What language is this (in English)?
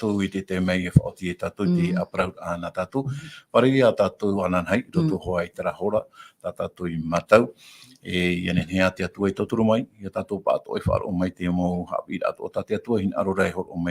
Tahitian